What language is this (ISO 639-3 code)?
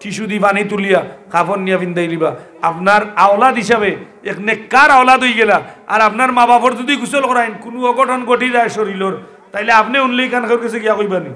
syl